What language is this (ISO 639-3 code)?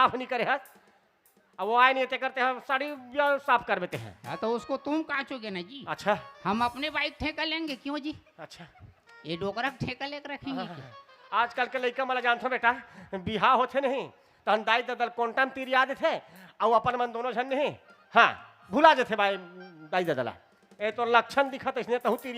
hne